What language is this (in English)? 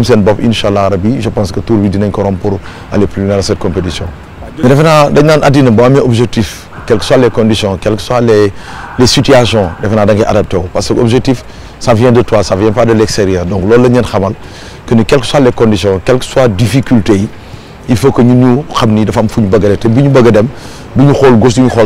Wolof